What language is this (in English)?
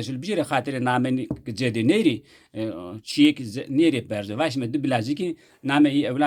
Zaza